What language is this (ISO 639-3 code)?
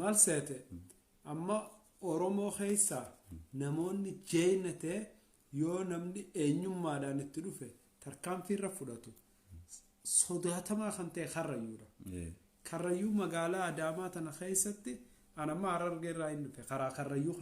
orm